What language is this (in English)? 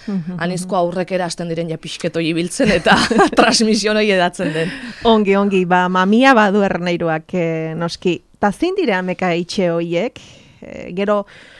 Basque